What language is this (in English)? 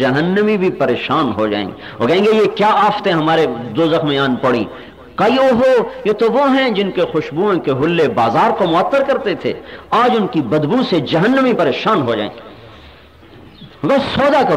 Urdu